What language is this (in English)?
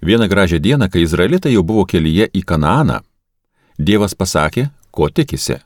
Lithuanian